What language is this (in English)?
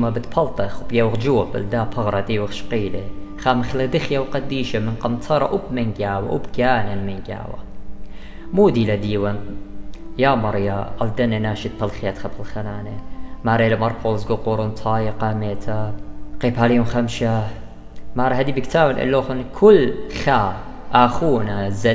Assyrian Neo-Aramaic